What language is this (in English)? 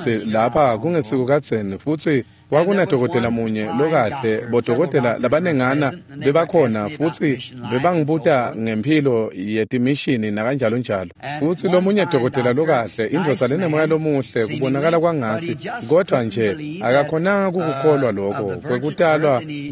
Swati